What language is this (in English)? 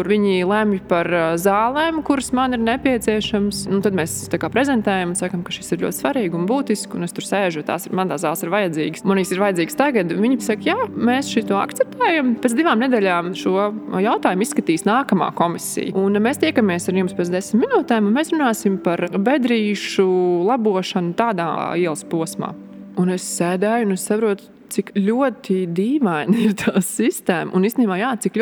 Latvian